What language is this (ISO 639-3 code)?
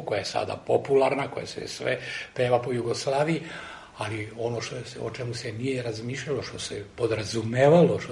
srp